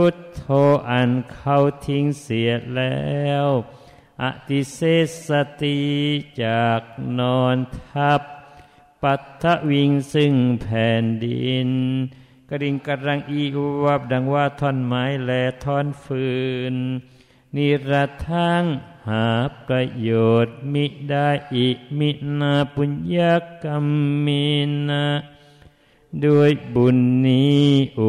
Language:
Thai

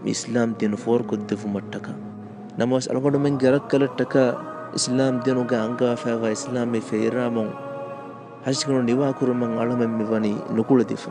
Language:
Divehi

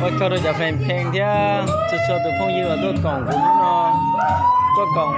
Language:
Hmong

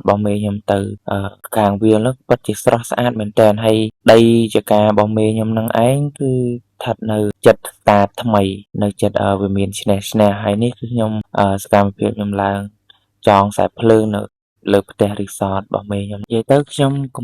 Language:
Khmer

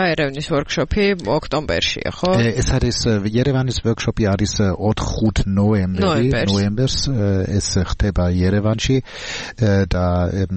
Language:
Georgian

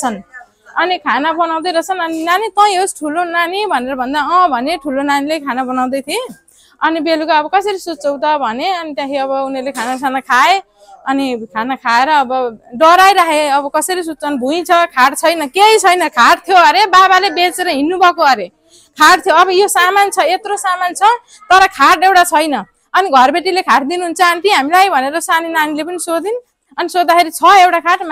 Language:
Nepali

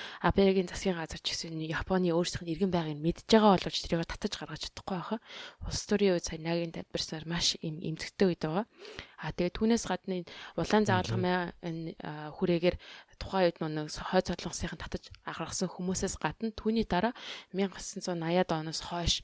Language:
Mongolian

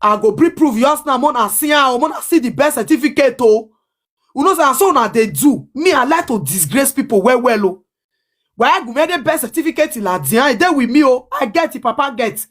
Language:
Nigerian Pidgin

